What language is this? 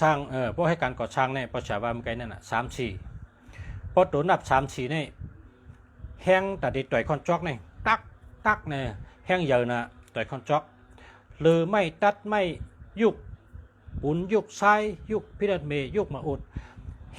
Shan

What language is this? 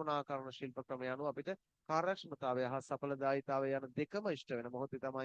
Sinhala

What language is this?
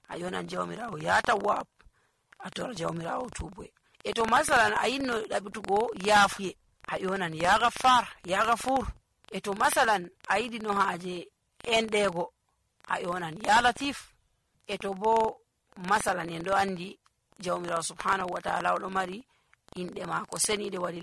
Nigerian Fulfulde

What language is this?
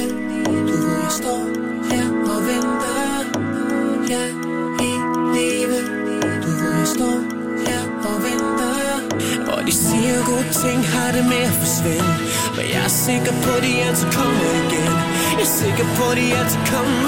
Danish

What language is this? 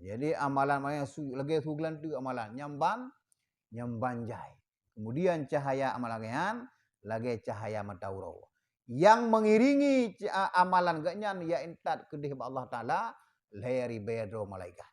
Achinese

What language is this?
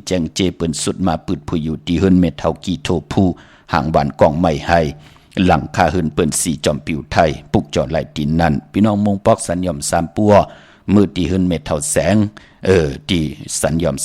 Shan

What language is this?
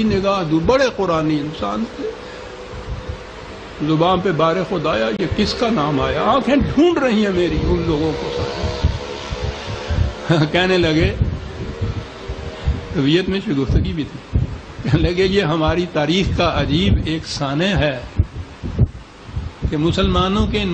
Urdu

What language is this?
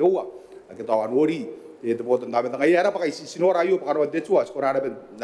Gilbertese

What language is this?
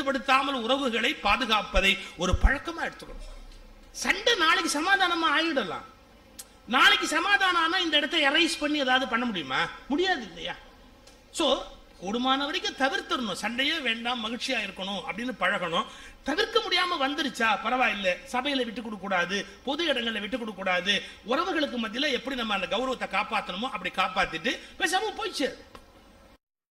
Tamil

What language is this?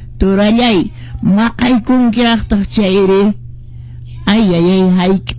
Quechua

